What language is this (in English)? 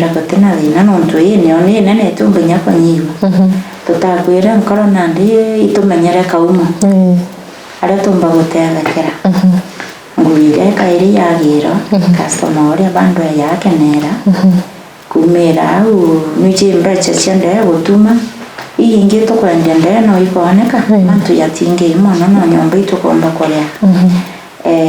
Meru